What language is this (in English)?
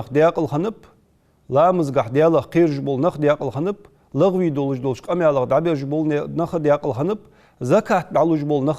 Ingush